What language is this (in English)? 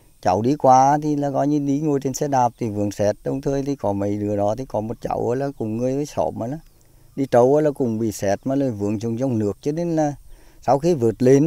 Vietnamese